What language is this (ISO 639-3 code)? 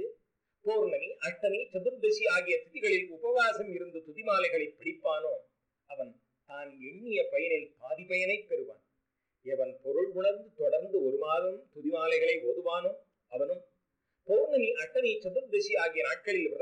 tam